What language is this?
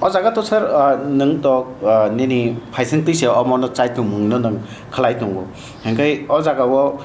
Kok Borok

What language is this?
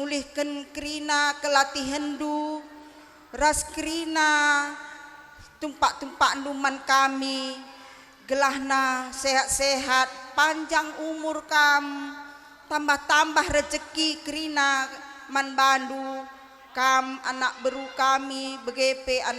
Batak Karo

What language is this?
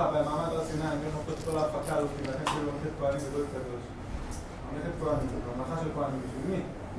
Hebrew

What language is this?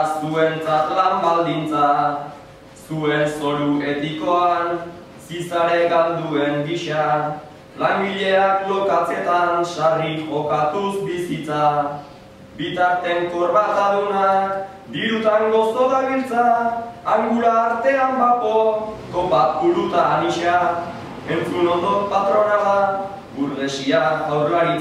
Basque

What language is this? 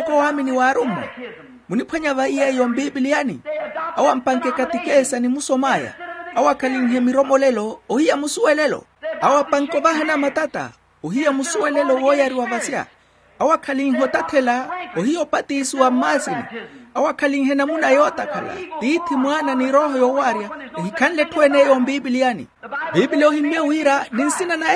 Makhuwa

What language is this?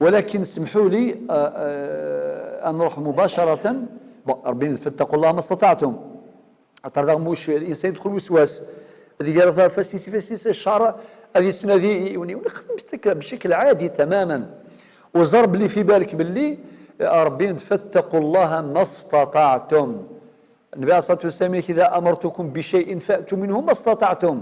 Algerian Arabic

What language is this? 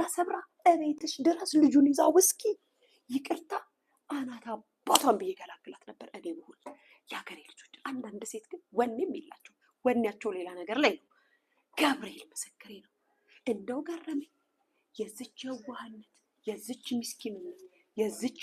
Amharic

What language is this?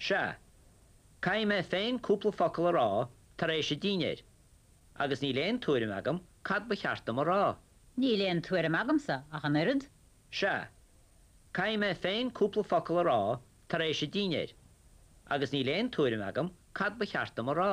Irish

